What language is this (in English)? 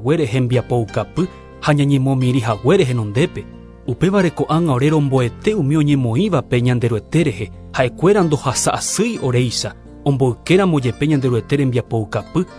Guarani